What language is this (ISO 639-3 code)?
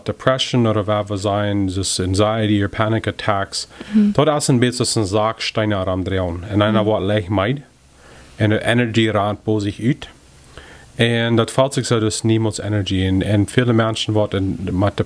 pdt